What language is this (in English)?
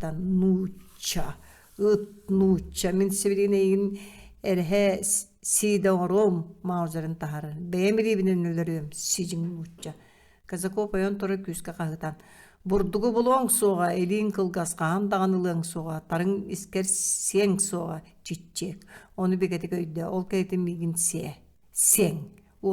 Yakut